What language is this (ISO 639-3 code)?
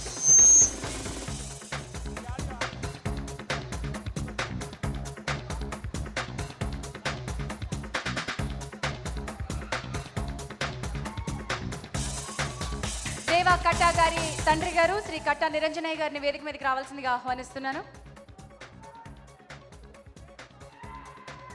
tel